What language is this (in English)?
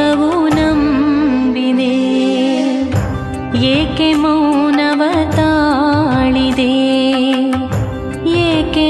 Kannada